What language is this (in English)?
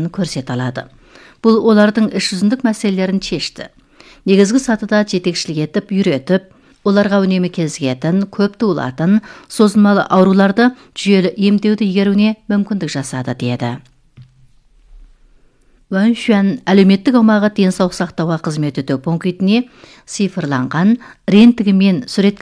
Kazakh